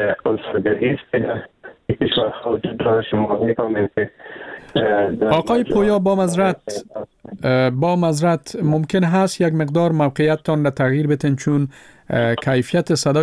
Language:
Persian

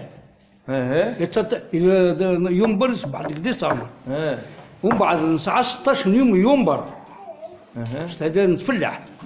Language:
Kabyle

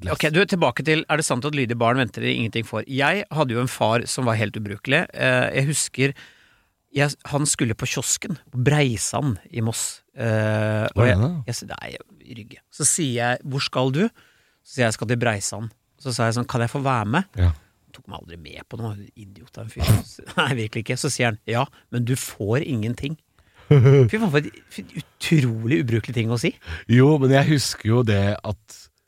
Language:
Norwegian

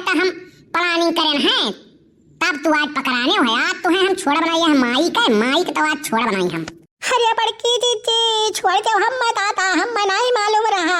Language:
Awadhi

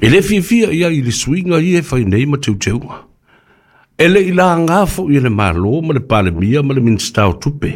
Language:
Samoan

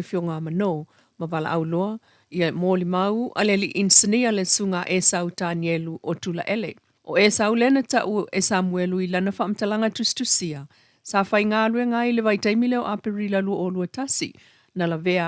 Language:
Samoan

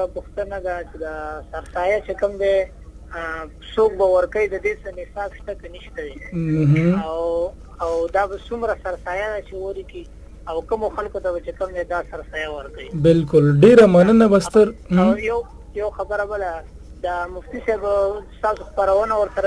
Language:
Pashto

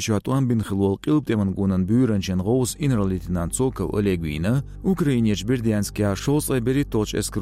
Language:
Chechen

